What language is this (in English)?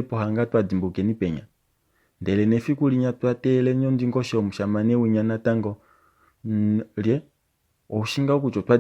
Kuanyama